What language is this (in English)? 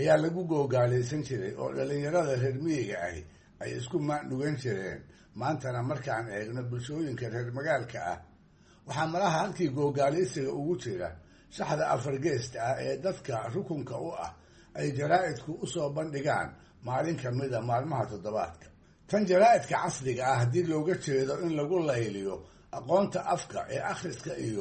Somali